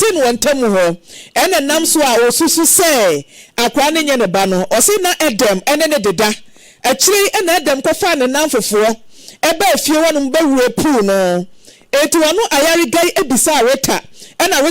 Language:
Akan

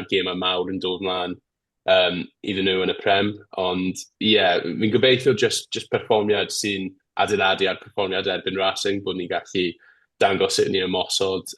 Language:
Welsh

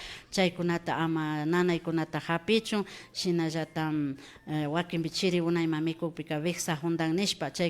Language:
Imbabura Highland Quichua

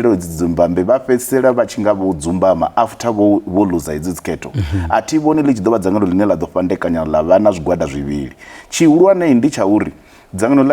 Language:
Venda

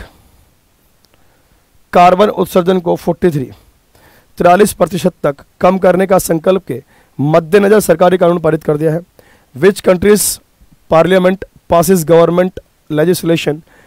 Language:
Hindi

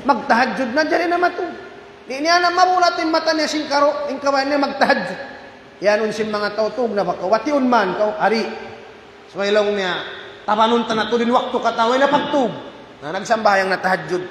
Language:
Tausug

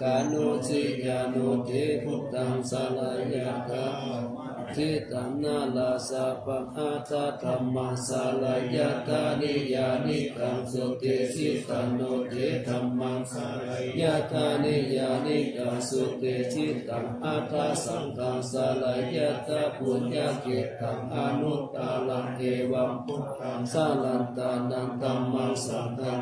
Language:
Pali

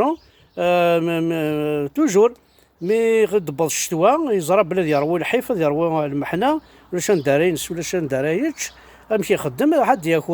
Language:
Kabyle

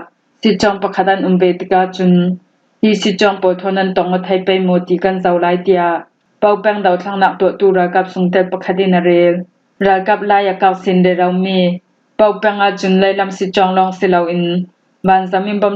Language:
Hakha Chin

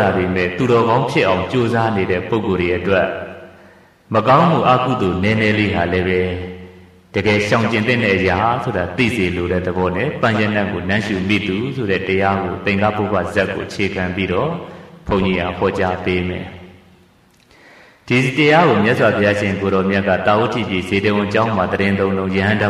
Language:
Burmese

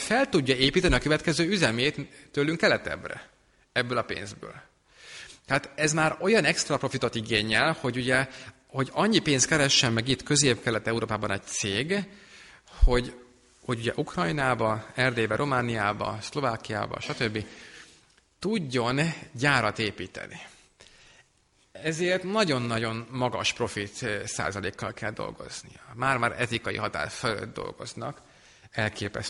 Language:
Hungarian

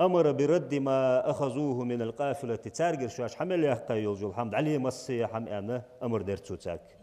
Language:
Ingush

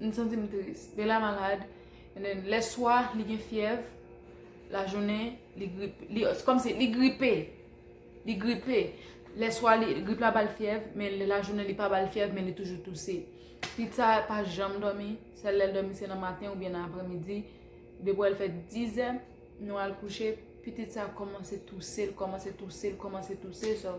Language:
Haitian Creole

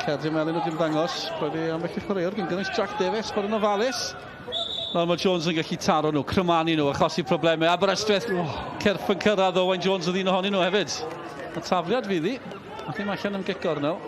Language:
Welsh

